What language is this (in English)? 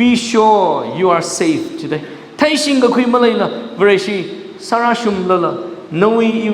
Tangkhul Naga (India)